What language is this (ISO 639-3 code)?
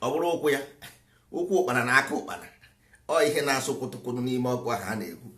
ibo